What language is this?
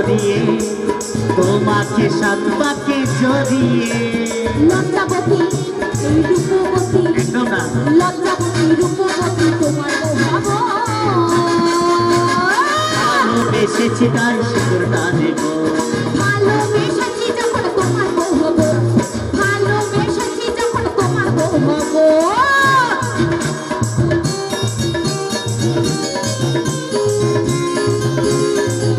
Bangla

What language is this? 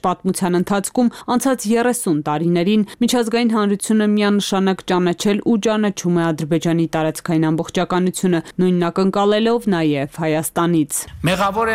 Armenian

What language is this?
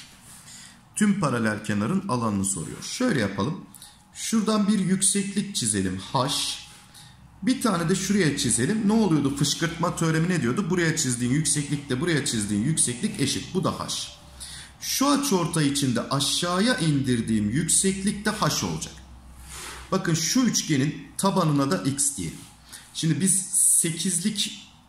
Turkish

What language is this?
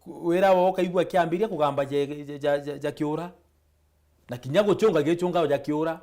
Meru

